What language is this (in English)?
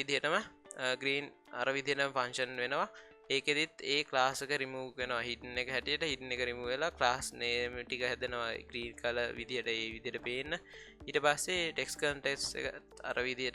Sinhala